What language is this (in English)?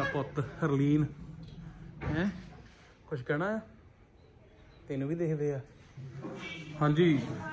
Punjabi